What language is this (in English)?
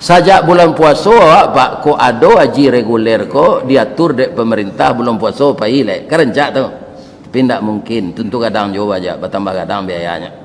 Minangkabau